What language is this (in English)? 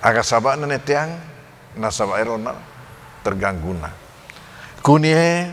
Buginese